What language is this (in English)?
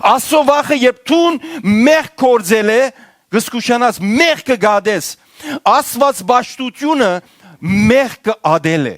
Western Armenian